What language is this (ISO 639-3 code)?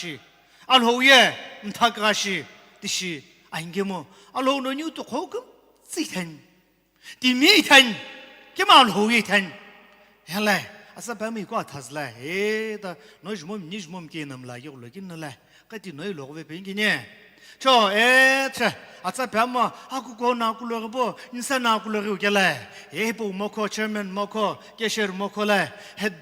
nsm